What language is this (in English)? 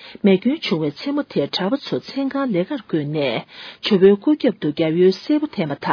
Tibetan